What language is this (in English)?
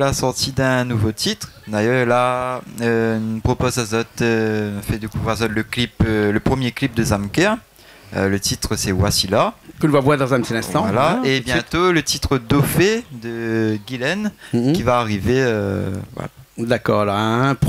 Réunion Creole French